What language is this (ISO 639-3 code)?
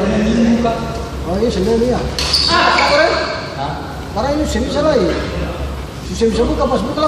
abs